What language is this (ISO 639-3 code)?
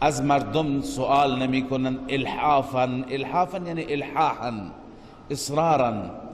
fas